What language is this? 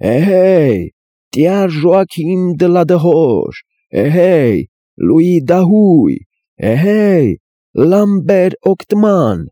Armenian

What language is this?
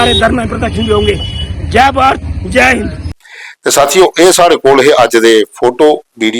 Dogri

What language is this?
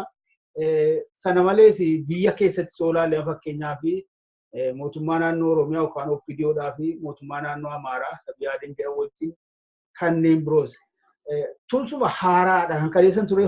Oromo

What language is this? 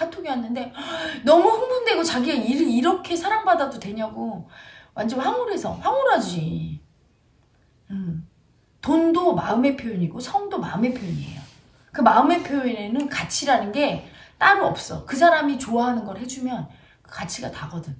Korean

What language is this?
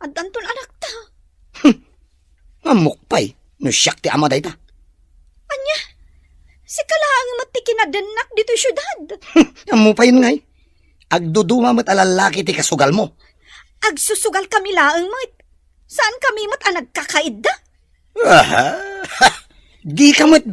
Iloko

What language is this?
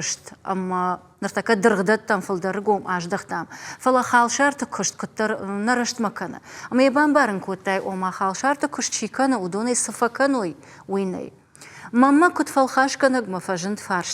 Ossetic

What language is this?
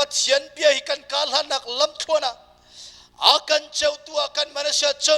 Hakha Chin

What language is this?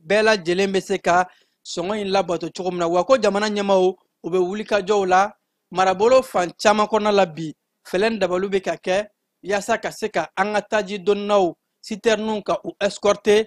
Bambara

